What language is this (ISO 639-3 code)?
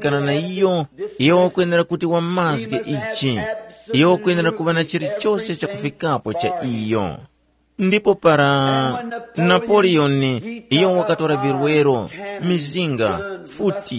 tum